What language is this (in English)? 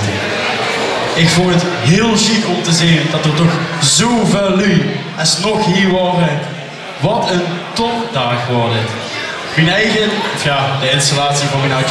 Limburgish